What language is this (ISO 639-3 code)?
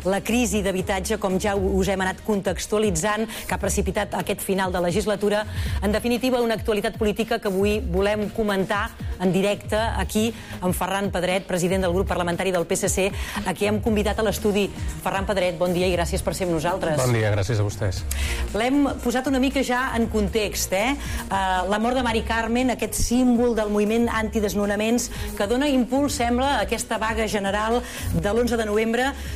cat